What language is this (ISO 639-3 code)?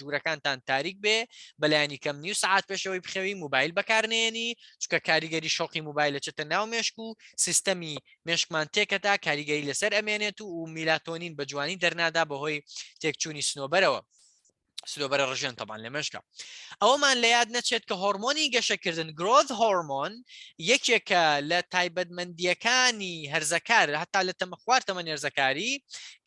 ckb